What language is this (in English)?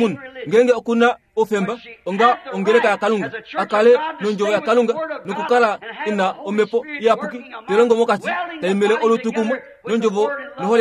Kuanyama